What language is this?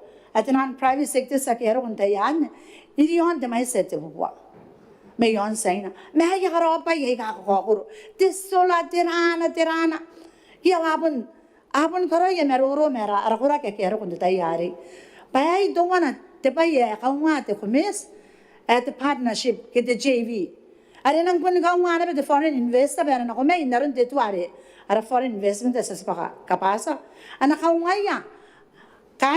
Gilbertese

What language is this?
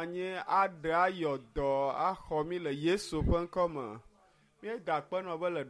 Ewe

